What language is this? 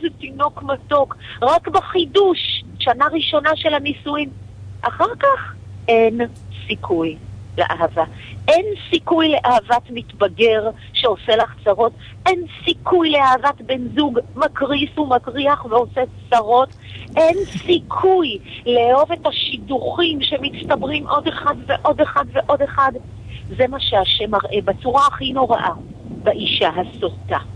Hebrew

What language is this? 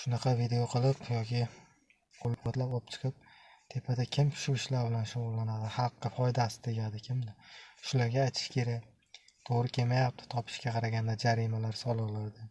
Uzbek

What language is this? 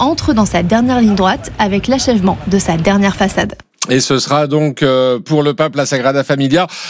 French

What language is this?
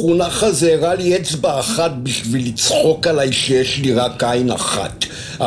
Hebrew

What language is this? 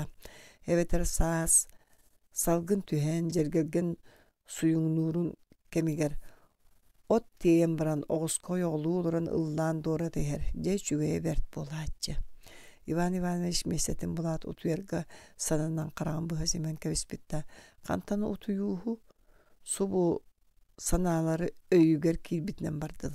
Yakut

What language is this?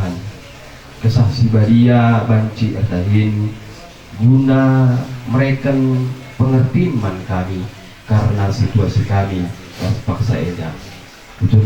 Batak Karo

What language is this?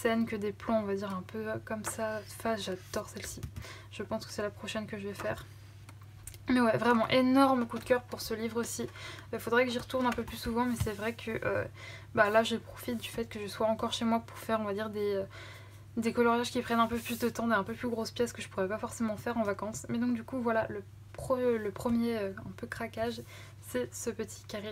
French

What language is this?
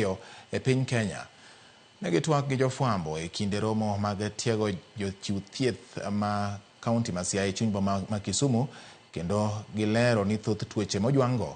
Luo (Kenya and Tanzania)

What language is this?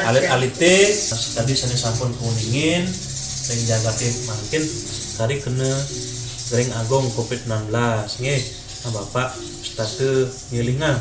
Balinese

